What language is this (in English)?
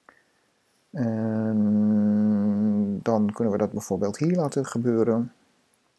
Dutch